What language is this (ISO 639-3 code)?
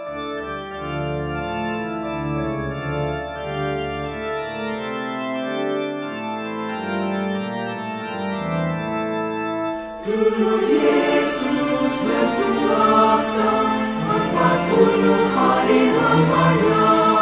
ind